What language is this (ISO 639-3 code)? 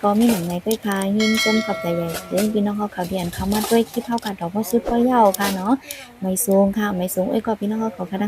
shn